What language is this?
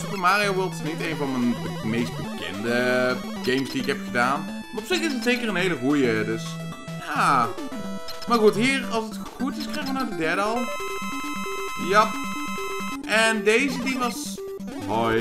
Dutch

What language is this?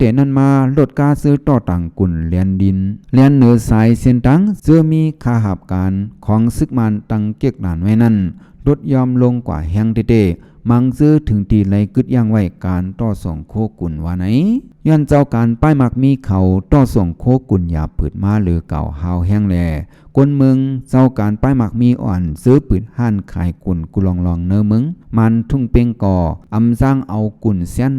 Shan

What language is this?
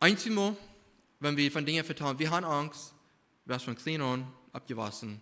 Plautdietsch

